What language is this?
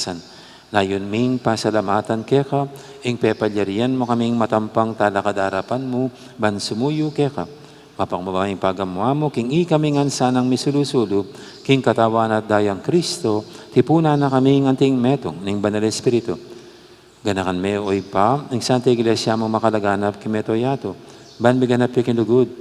Pampanga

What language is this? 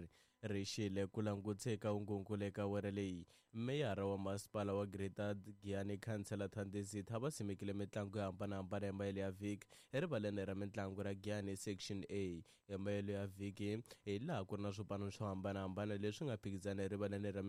Tsonga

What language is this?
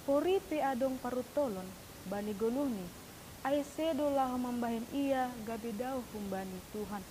Batak Simalungun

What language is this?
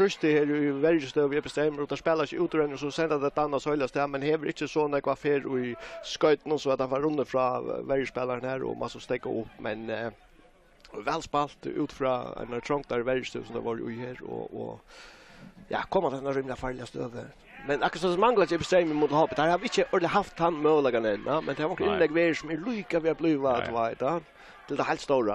Faroese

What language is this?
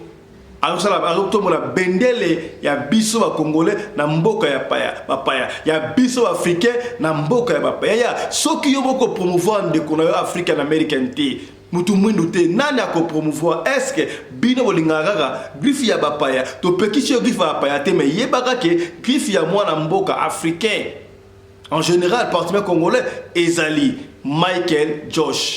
Lingala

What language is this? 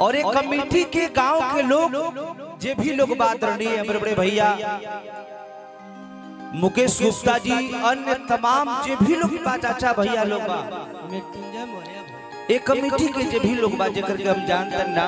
Bhojpuri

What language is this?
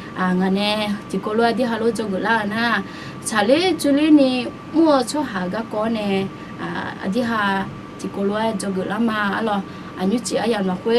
Akha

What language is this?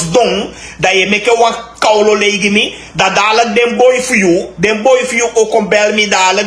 Sranan Tongo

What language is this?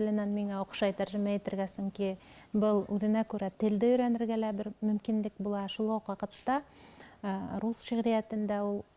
Bashkir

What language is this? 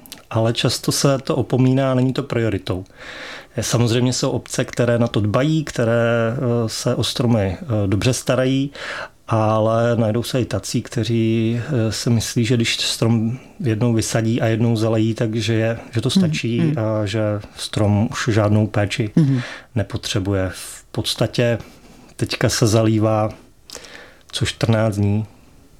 Czech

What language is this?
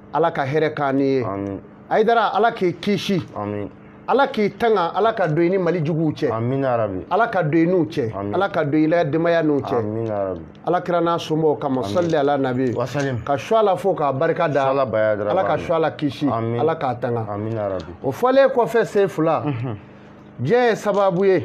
Bambara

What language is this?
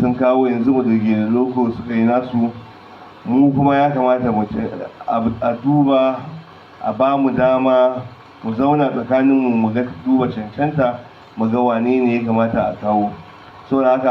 Hausa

